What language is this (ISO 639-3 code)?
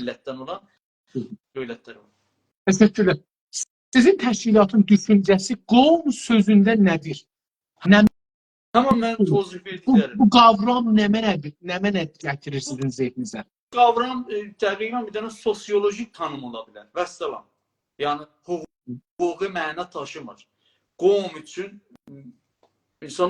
azb